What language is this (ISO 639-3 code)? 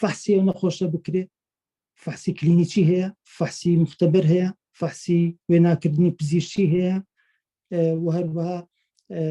ckb